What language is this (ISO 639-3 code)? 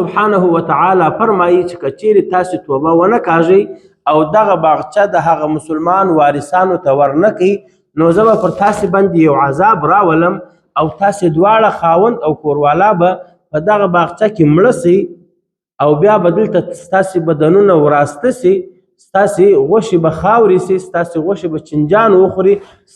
pus